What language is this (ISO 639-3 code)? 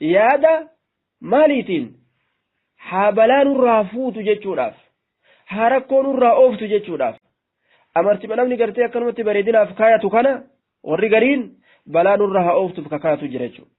orm